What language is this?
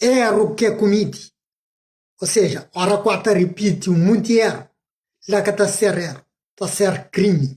Kabuverdianu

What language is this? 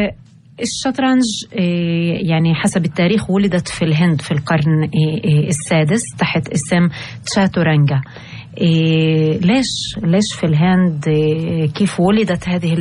North Levantine Arabic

